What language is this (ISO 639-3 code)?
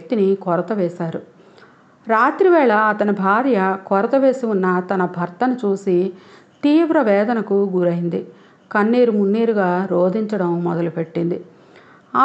tel